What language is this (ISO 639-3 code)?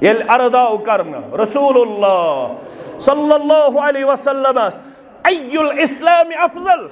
kas